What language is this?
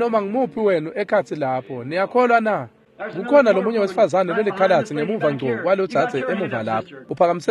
Swati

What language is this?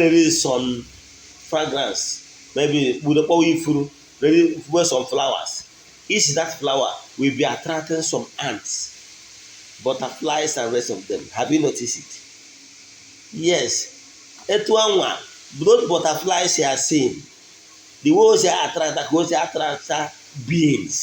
Igbo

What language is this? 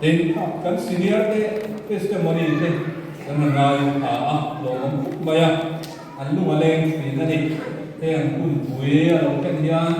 Mizo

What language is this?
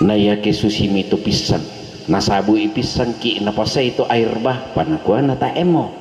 Toraja-Sa'dan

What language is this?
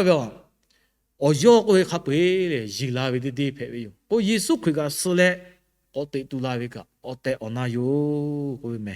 Lahu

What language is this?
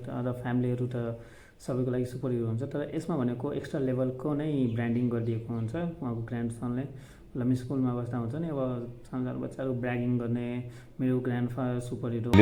Nepali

